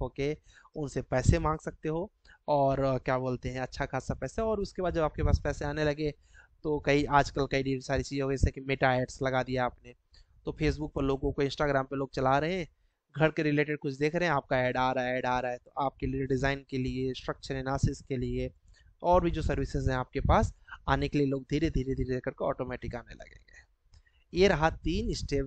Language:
Hindi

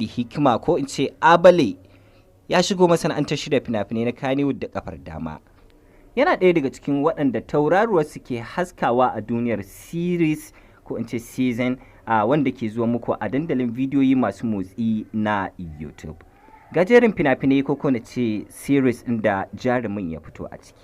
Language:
Hausa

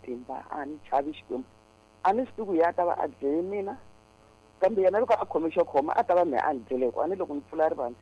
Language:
Tsonga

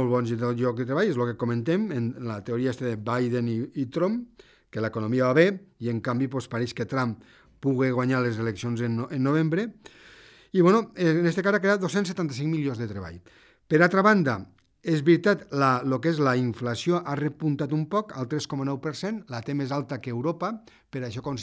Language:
Catalan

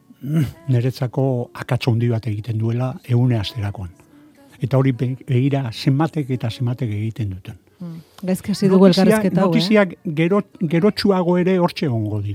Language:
Basque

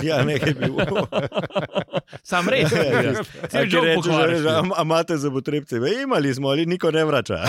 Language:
Slovenian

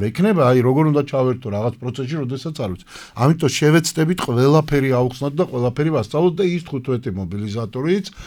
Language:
Georgian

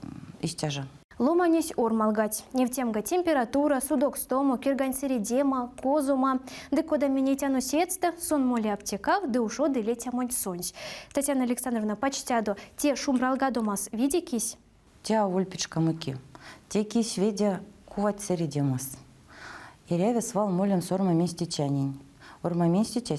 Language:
Erzya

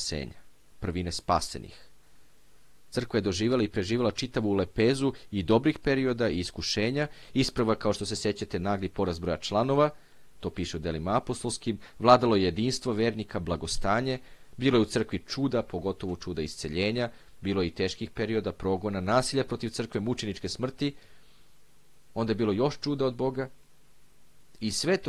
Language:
Serbian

